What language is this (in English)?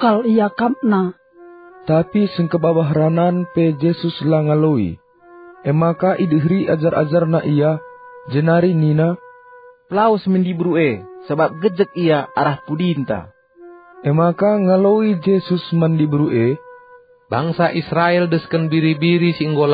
Batak Karo